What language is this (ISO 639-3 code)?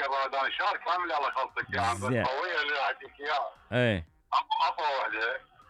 acm